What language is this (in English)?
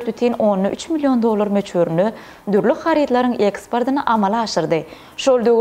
Turkmen